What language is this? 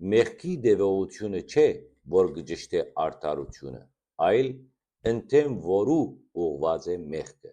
Western Armenian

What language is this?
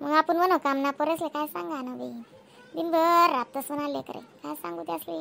Khandesi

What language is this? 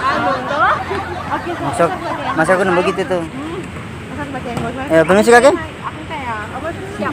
Ambonese Malay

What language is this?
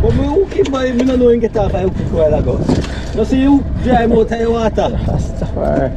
Jamaican Creole English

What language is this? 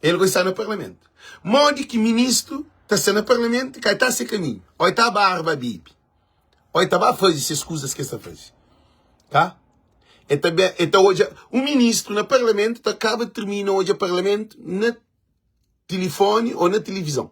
Kabuverdianu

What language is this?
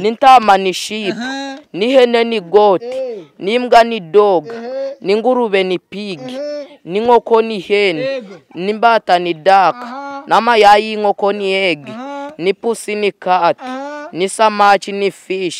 Kinyarwanda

